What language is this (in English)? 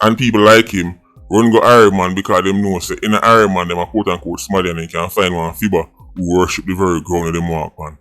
Jamaican Creole English